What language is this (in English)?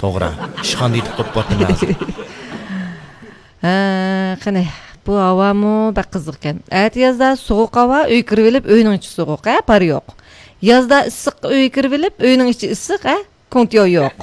Uyghur